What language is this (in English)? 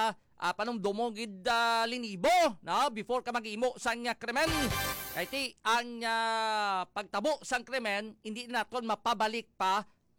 Hiligaynon